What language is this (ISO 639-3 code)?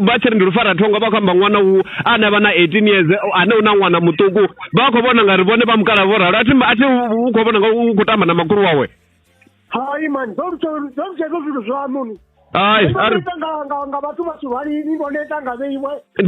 ven